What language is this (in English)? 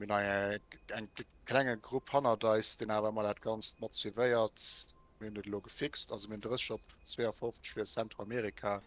Luxembourgish